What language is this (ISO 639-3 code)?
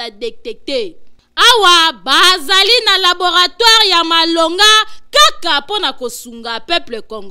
lin